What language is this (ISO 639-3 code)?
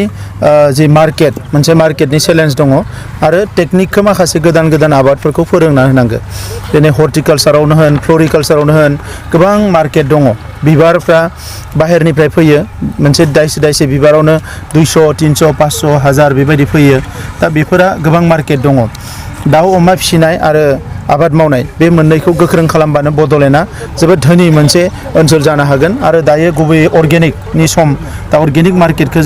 brx